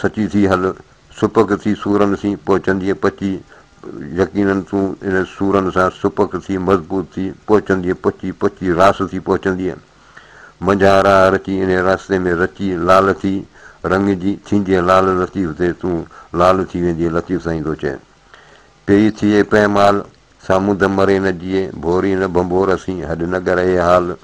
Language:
Sindhi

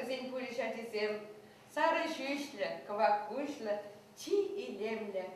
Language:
Chuvash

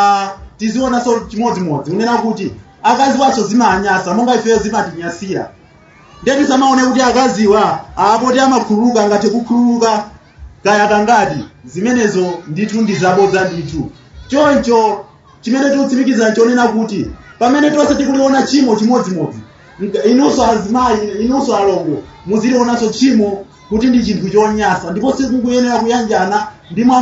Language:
Nyanja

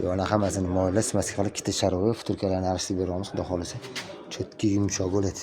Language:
Uzbek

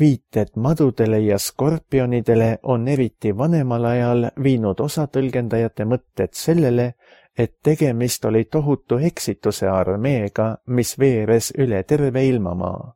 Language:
Estonian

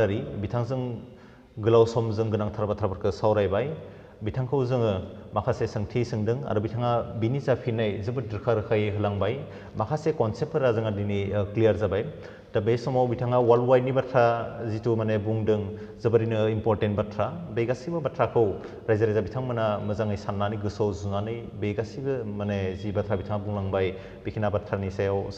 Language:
Bodo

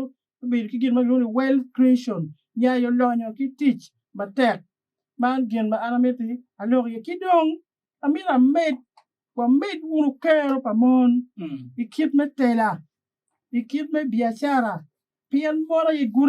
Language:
Acoli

